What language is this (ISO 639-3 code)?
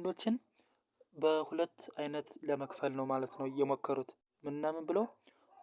amh